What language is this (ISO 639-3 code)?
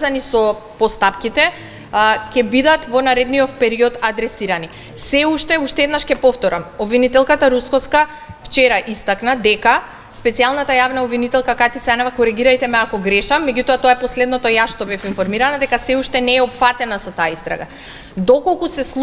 mkd